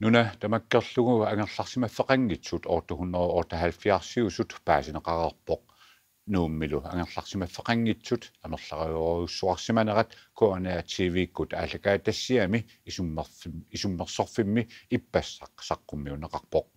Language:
Kalaallisut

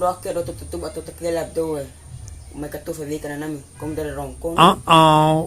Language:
Bima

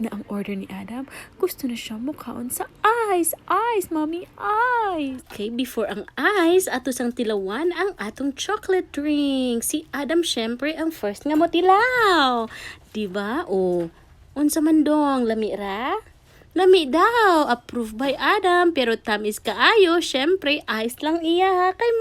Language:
Cebuano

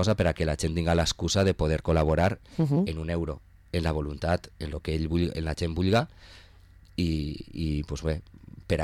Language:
Catalan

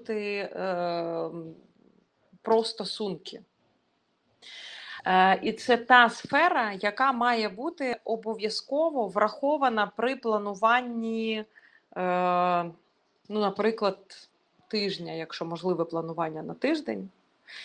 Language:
Ukrainian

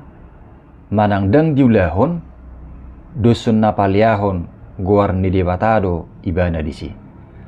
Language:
Batak Toba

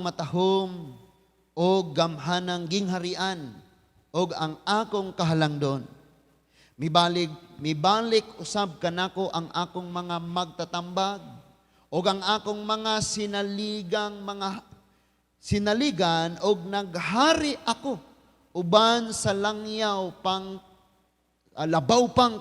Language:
Cebuano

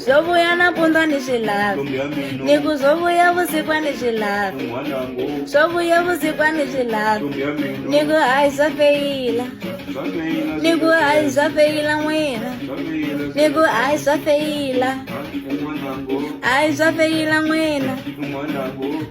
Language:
Tsonga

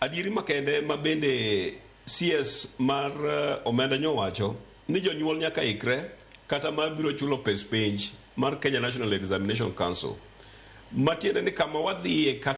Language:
Luo (Kenya and Tanzania)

